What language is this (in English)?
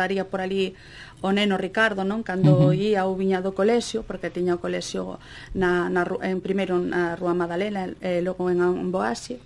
Galician